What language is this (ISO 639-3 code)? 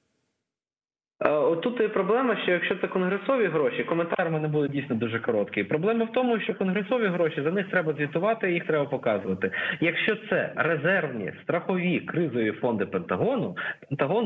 ukr